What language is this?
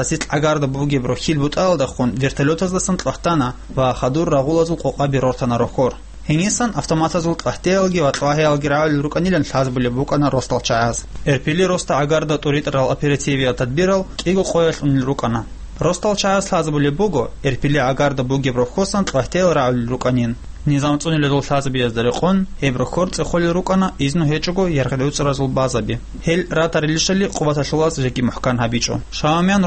Avaric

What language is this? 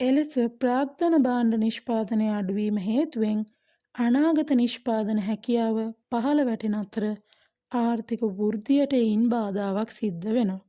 Sinhala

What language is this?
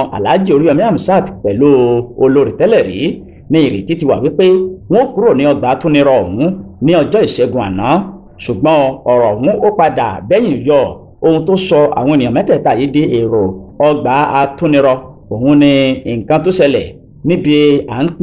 Yoruba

